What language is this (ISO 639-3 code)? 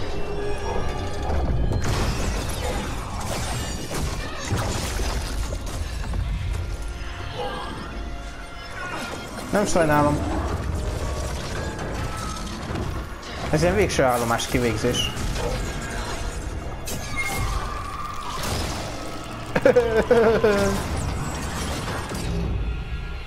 hun